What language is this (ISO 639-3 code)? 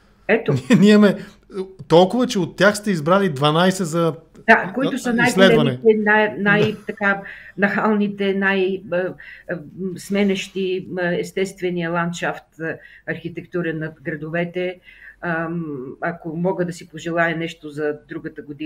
bul